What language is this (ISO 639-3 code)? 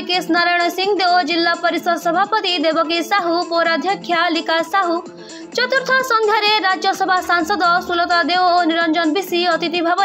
ori